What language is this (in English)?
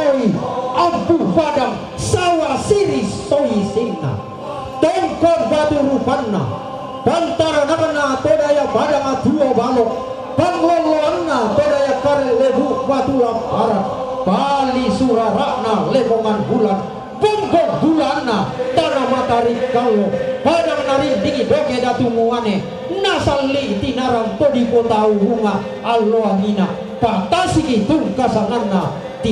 Toraja-Sa'dan